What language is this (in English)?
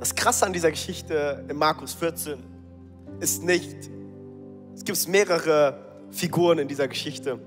Swiss German